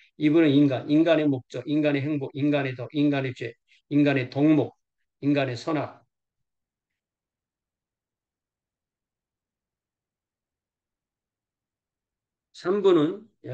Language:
Korean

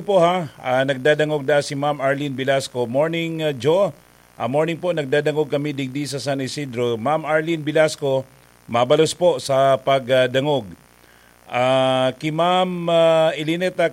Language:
Bikol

